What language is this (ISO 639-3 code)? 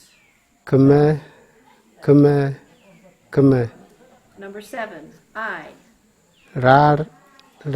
kms